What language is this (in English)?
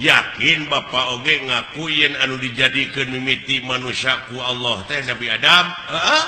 Sundanese